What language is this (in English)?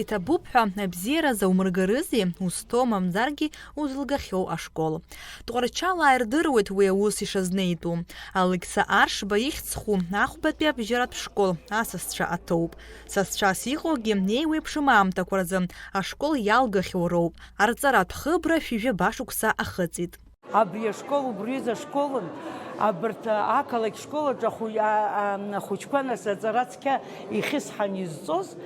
Abkhazian